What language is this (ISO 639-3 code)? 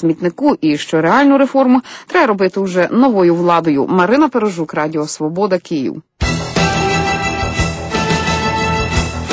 ukr